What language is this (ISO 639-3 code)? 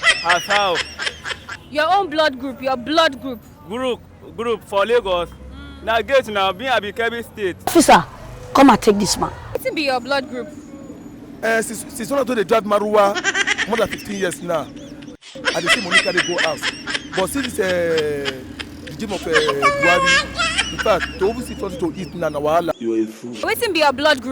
pcm